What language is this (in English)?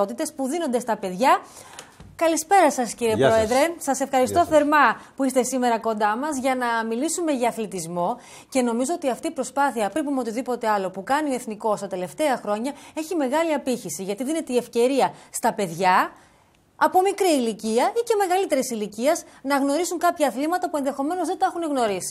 Greek